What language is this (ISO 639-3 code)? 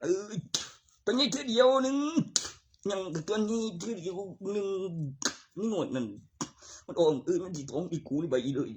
tts